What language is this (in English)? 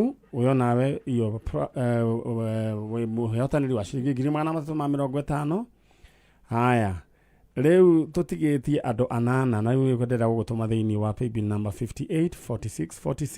Kikuyu